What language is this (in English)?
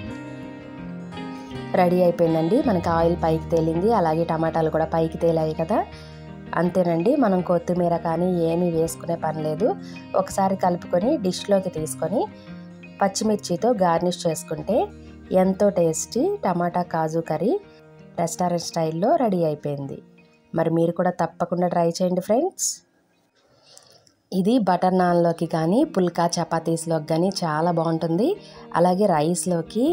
Telugu